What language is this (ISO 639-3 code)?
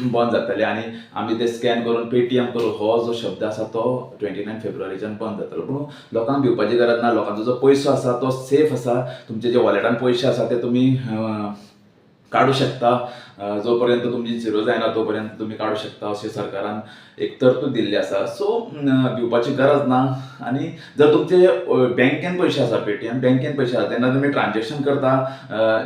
kok